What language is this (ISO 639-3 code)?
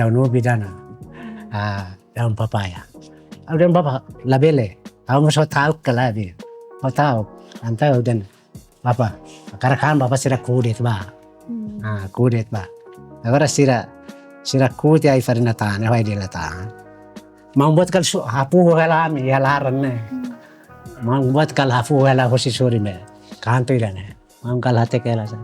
tet